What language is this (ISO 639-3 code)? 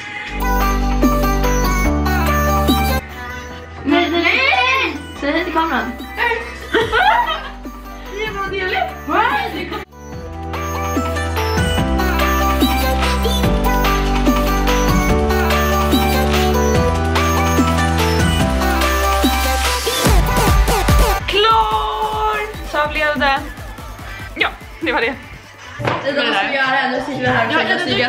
swe